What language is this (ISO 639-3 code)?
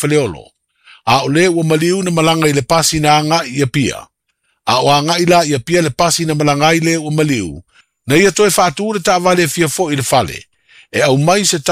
smo